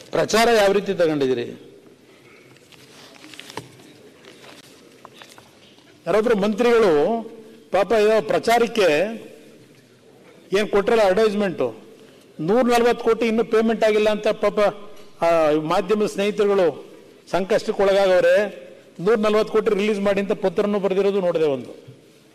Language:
Kannada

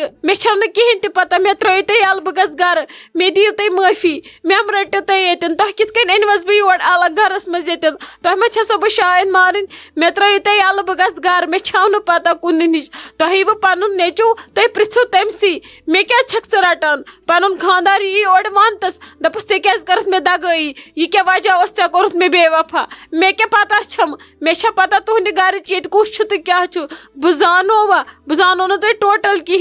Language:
Kashmiri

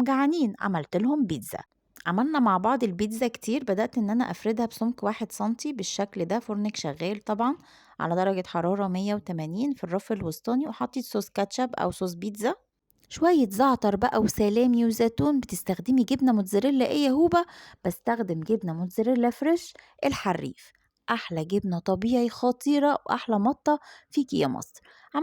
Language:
Egyptian Arabic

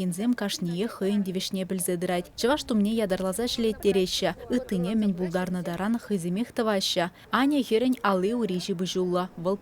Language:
Chuvash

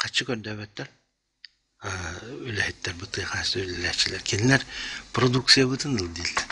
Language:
Yakut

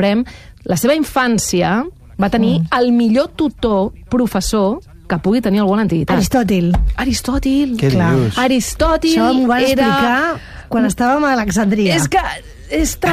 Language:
Catalan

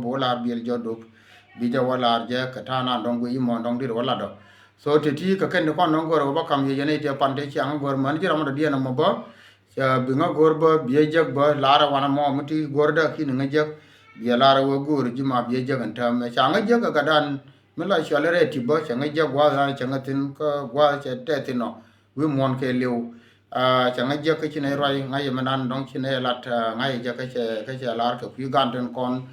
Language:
Nuer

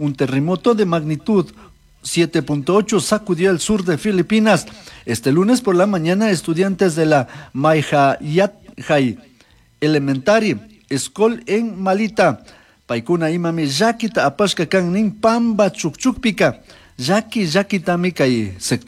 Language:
Chimborazo Highland Quichua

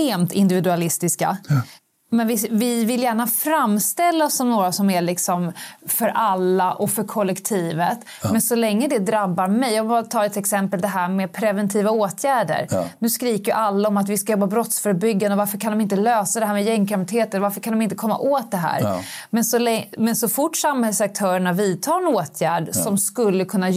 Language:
Swedish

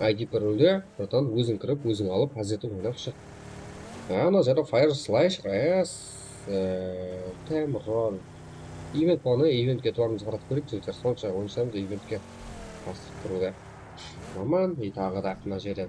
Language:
Kara-Kalpak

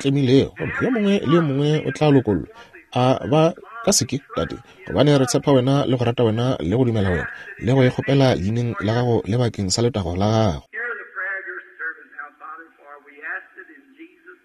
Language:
Northern Sotho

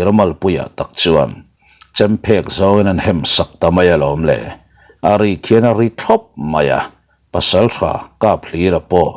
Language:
Mizo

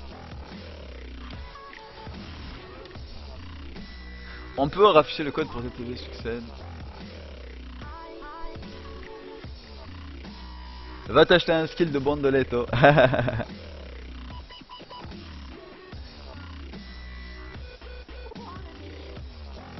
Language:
French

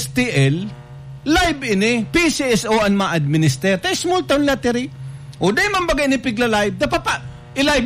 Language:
Bikol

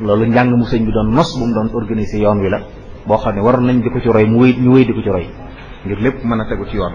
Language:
Wolof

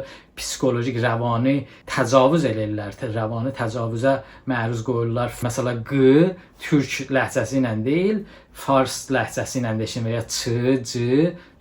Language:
Azerbaijani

